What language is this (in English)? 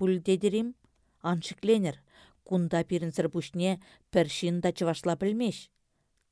Chuvash